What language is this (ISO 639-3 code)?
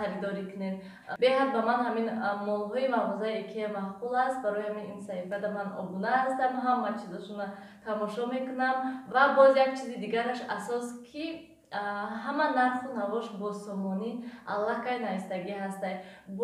tgk